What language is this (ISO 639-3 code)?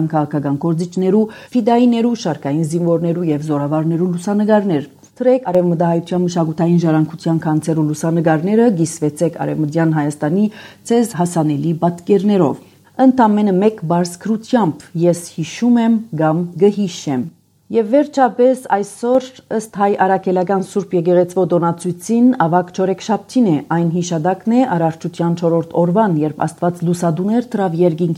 hye